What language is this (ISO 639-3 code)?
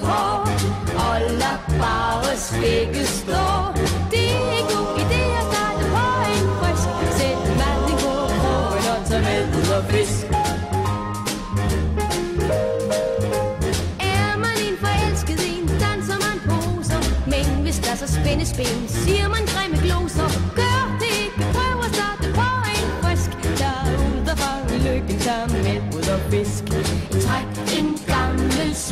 dan